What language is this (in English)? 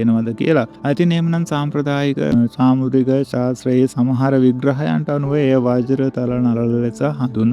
Sinhala